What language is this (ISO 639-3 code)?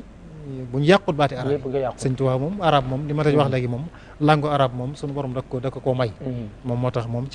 wol